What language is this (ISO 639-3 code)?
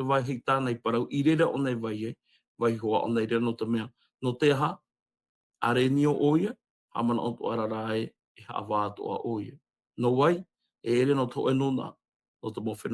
tah